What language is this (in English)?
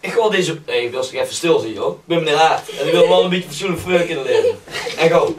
Limburgish